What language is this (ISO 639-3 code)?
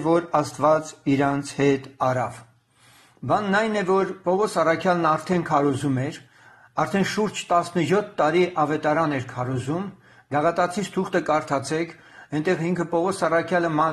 hye